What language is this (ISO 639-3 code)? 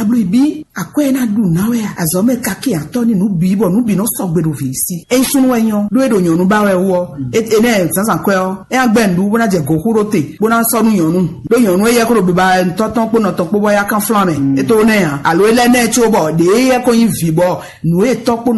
fon